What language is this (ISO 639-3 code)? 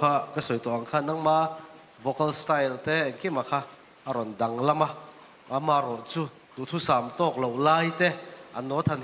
lus